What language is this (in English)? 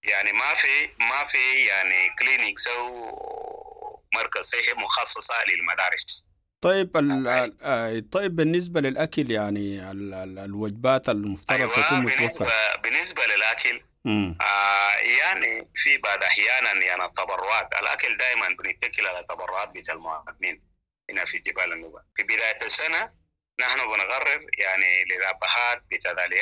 Sudanese Arabic